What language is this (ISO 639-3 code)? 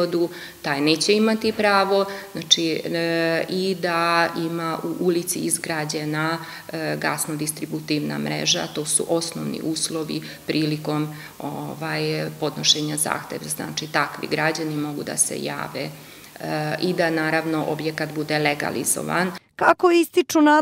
srp